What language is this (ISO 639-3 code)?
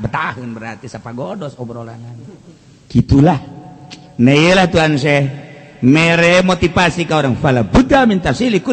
sun